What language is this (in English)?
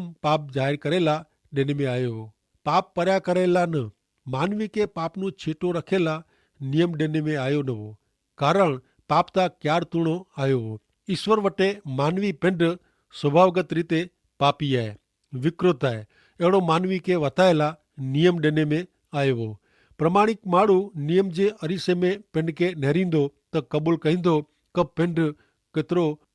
Kachhi